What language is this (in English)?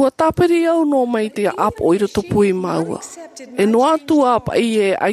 Tahitian